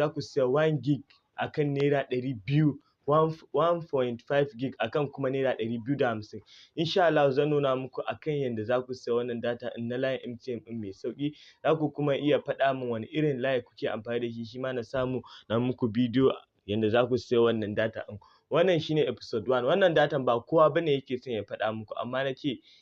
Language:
Hausa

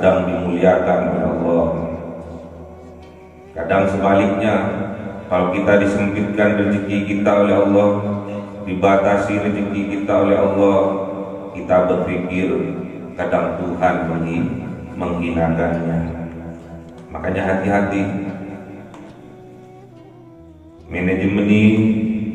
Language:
Indonesian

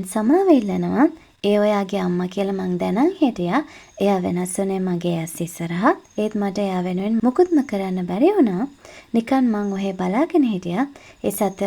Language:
Sinhala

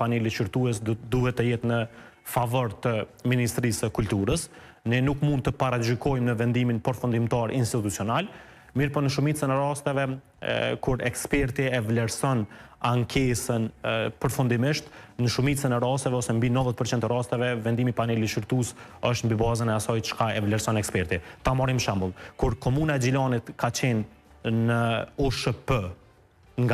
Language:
Albanian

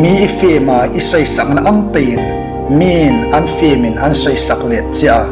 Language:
Hmar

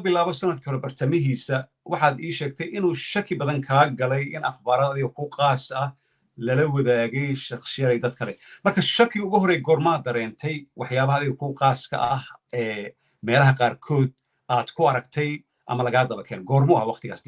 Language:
Somali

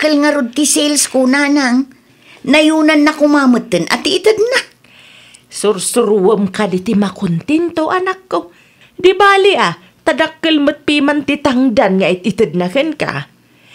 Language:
Iloko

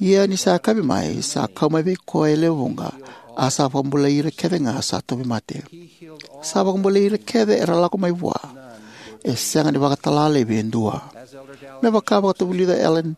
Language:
Fijian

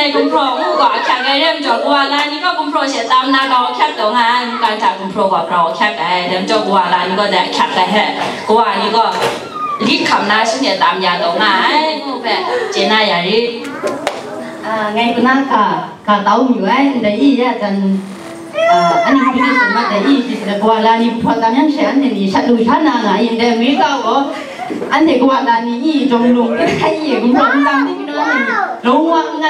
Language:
Kachin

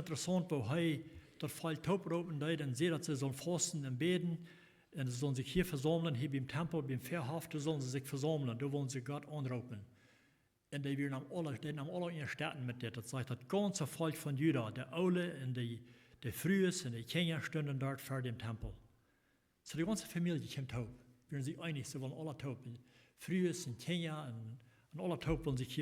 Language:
Plautdietsch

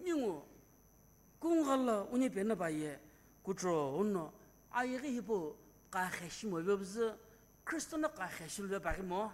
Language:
Sumi Naga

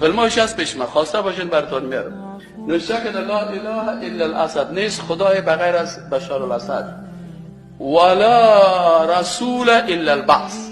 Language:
Persian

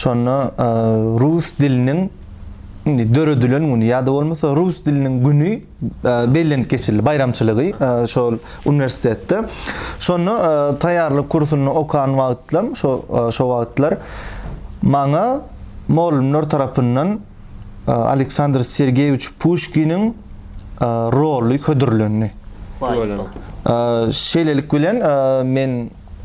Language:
Turkmen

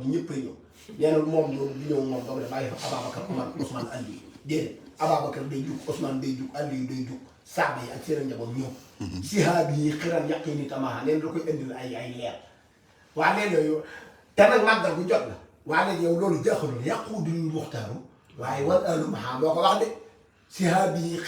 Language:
Wolof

